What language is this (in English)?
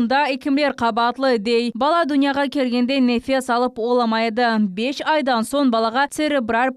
Crimean Tatar